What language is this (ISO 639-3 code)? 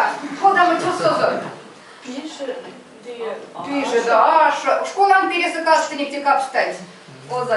myv